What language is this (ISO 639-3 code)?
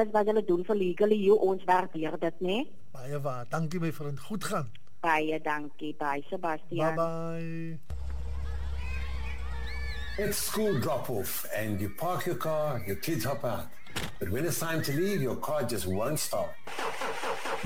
afr